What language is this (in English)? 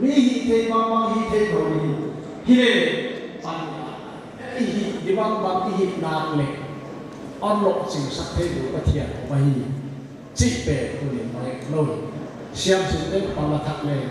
Paite Chin